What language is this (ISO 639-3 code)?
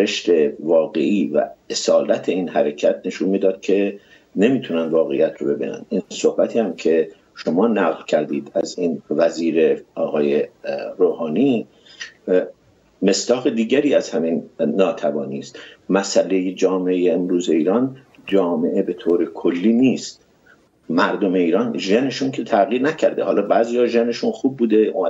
fas